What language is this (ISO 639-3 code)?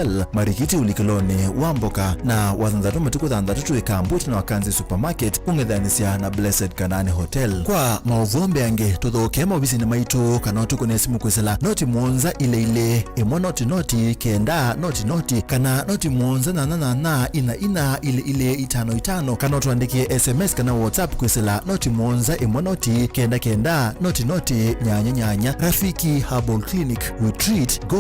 kam